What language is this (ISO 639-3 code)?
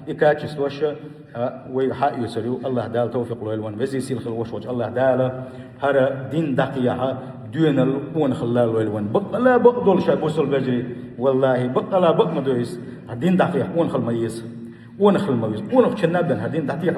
che